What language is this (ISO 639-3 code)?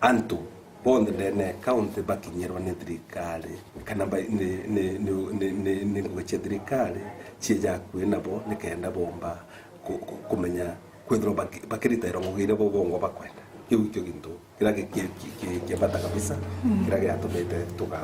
mer